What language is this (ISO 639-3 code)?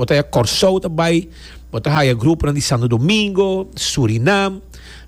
pap